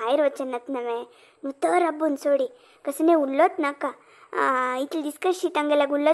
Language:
Konkani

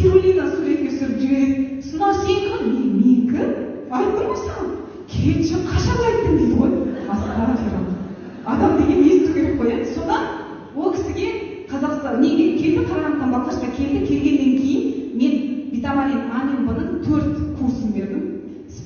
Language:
Kazakh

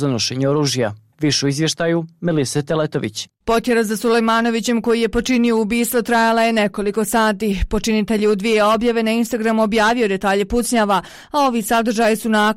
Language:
Bosnian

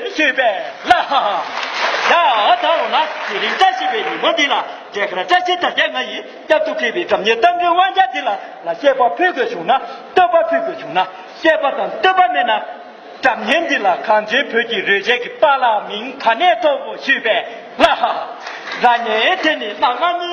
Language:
Tibetan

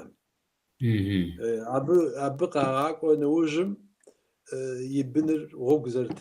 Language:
Kabardian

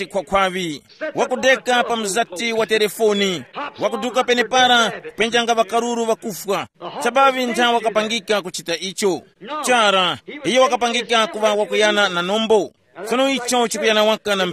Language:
Tumbuka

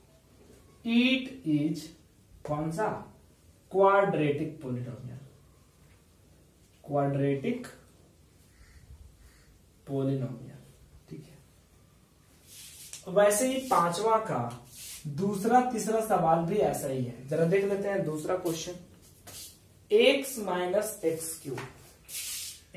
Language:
Hindi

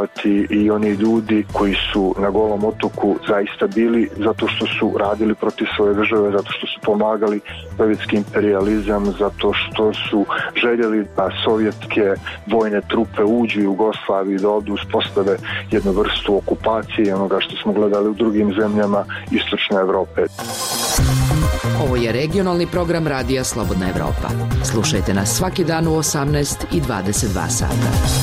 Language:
Bosnian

